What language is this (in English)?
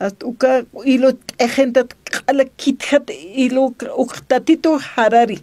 Aymara